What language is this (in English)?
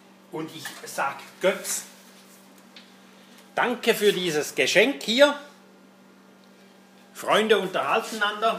German